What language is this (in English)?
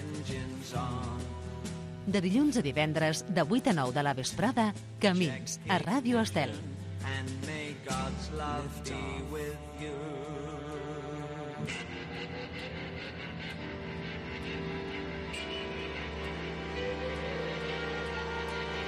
Catalan